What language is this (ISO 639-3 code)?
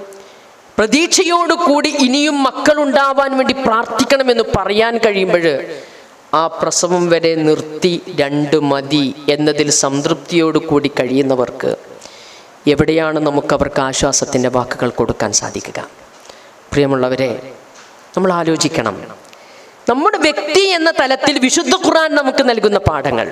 mal